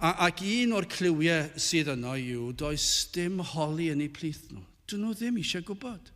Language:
Welsh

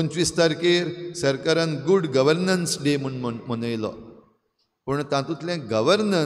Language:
Konkani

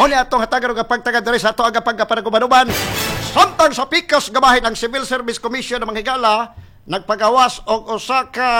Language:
Cebuano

